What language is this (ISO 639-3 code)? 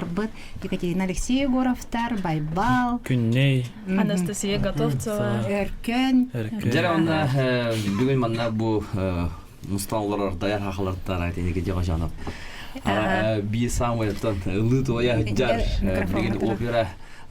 sah